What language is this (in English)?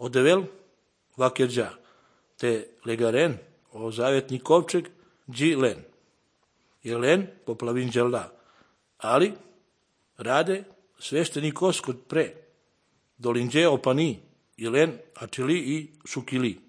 Serbian